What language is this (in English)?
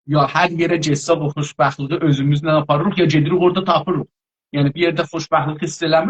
South Azerbaijani